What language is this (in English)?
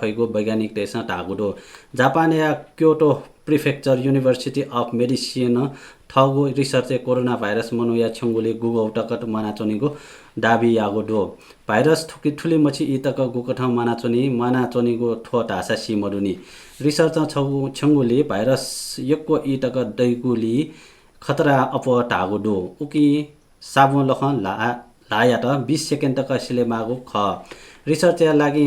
Newari